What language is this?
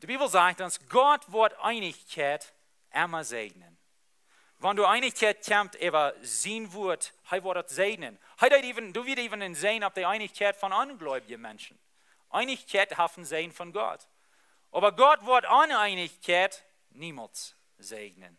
Plautdietsch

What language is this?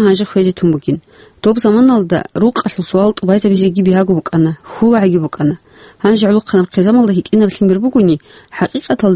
Avaric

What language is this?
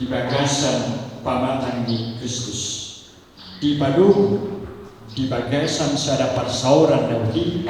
Batak Toba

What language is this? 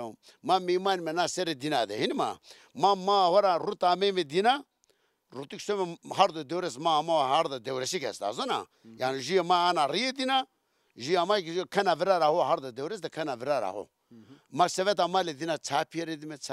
Zaza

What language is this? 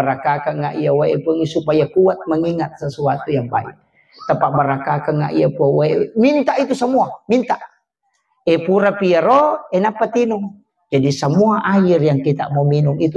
Buginese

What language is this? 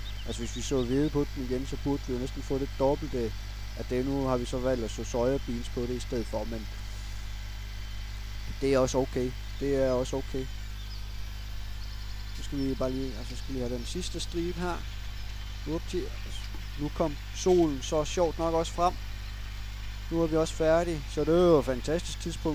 Danish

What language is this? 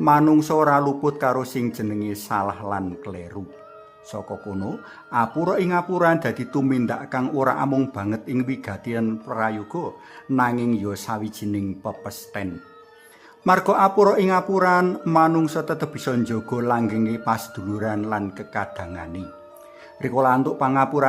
Javanese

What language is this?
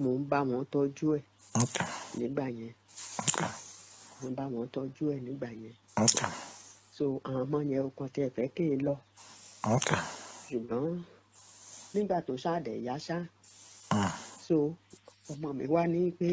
Yoruba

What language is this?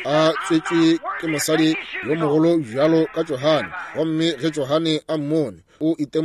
Northern Sotho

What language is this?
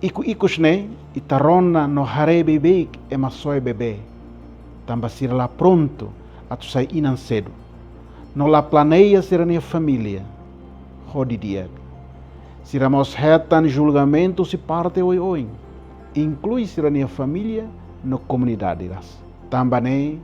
Tetum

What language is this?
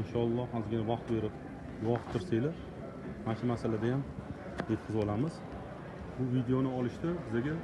Uzbek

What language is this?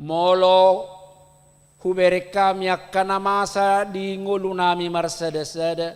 Batak Toba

